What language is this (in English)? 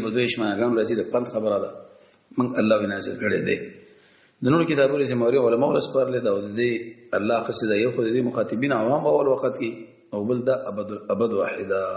Pashto